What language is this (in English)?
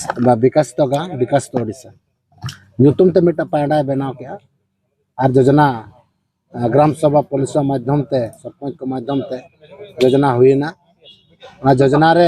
Santali